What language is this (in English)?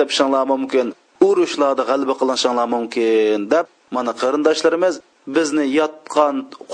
Uyghur